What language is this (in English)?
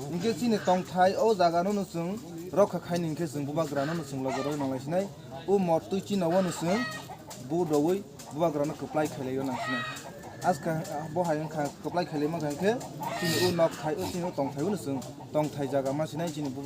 Kok Borok